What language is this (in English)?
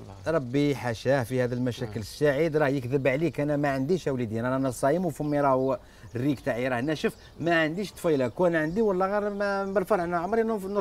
Algerian Arabic